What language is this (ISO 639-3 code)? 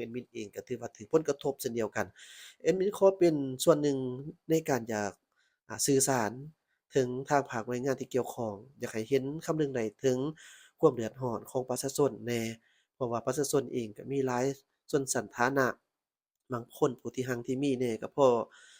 lao